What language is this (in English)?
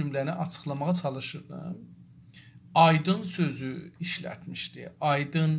South Azerbaijani